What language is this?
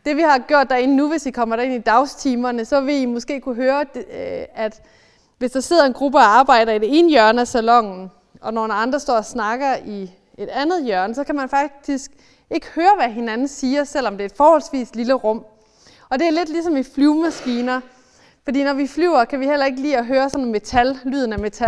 Danish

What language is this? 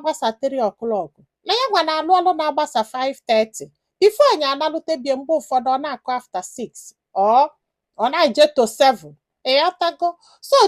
Igbo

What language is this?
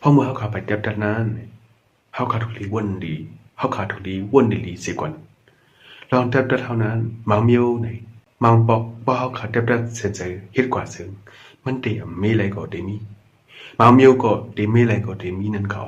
Shan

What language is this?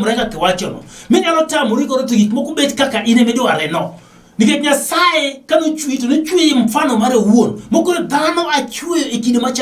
Luo (Kenya and Tanzania)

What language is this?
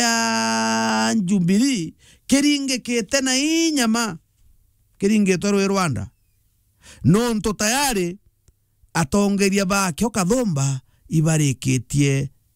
Meru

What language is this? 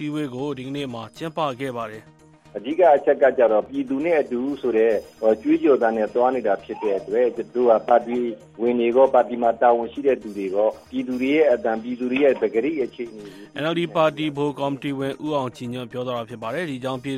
Burmese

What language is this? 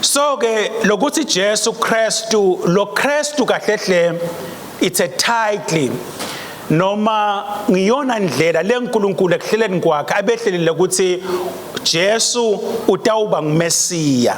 Swati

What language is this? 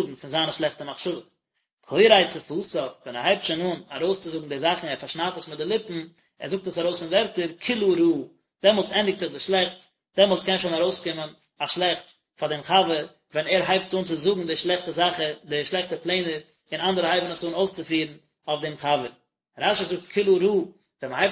Yiddish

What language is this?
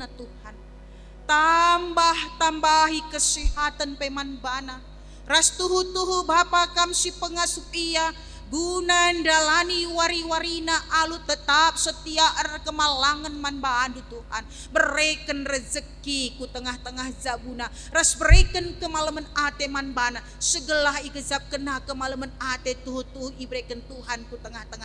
Batak Karo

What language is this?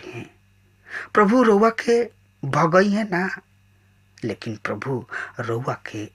Bhojpuri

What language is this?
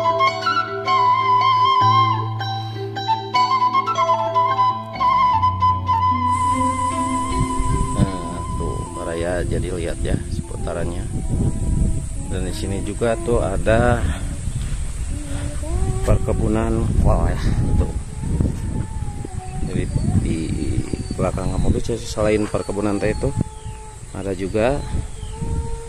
Indonesian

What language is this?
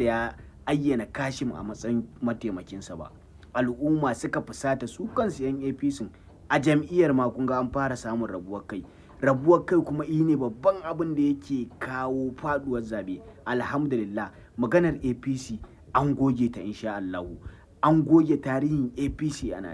Hausa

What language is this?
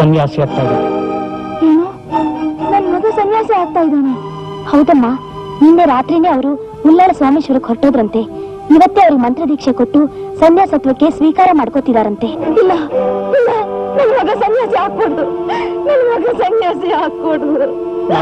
Kannada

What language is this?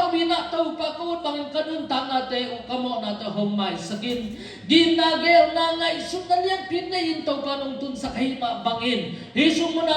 Tedim Chin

